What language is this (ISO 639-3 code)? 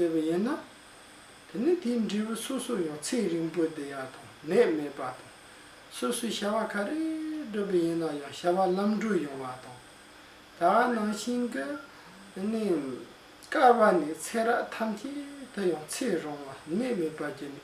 bod